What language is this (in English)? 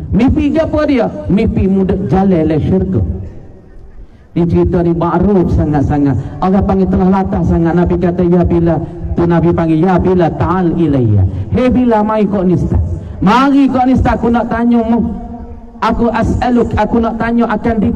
Pattani Malay